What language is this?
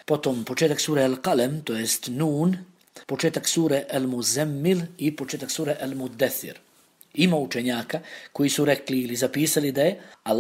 Bosnian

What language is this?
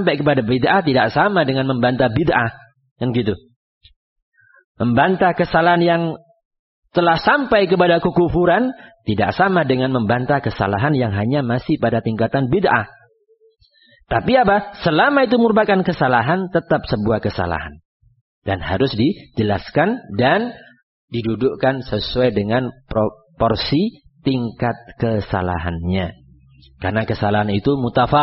Indonesian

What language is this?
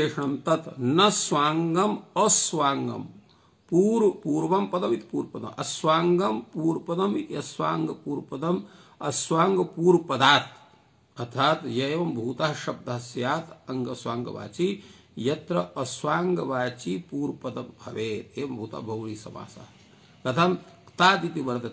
Sanskrit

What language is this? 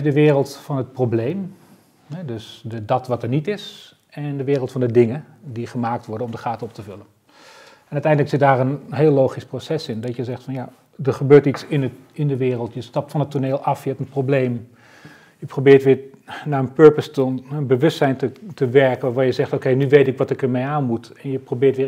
Dutch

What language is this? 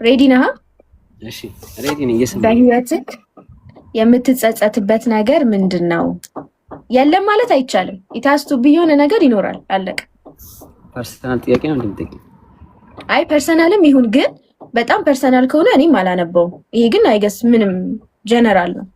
Amharic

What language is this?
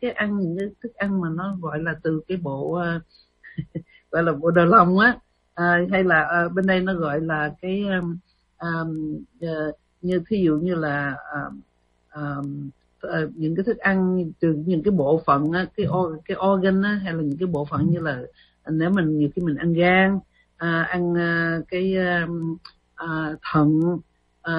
Vietnamese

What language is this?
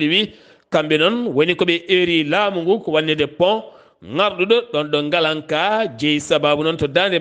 Fula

